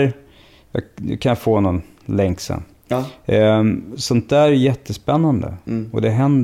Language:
Swedish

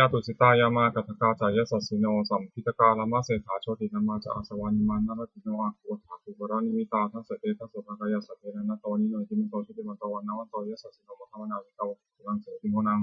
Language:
Pali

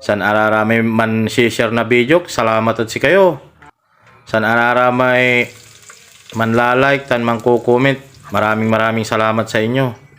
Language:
Pangasinan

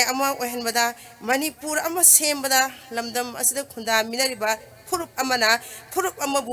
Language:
Manipuri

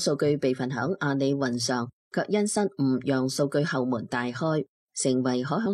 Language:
Cantonese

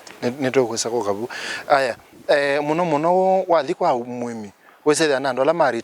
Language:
Kamba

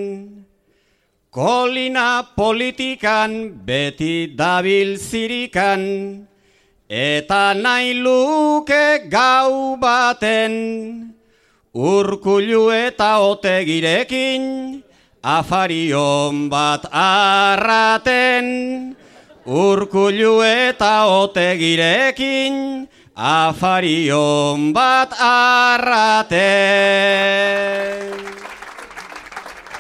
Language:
Basque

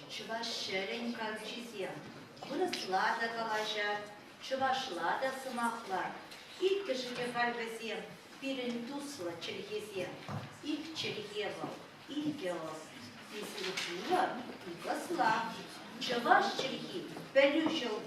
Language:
Chuvash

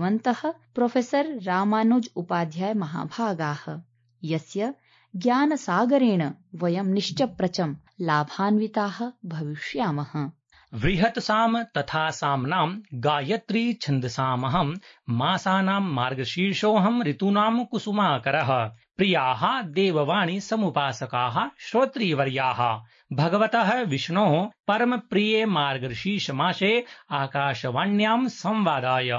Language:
Sanskrit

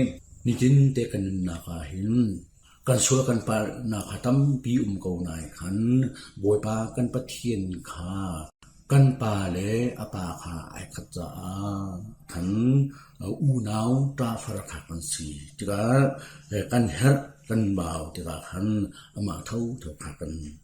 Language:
Hakha Chin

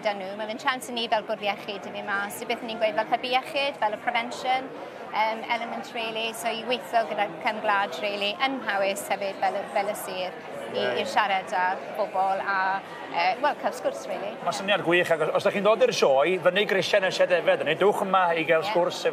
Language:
Welsh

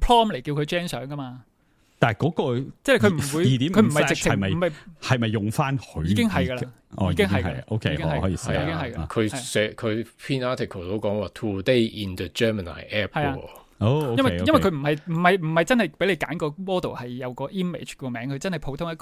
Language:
Cantonese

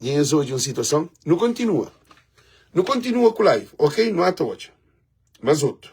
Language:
Kabuverdianu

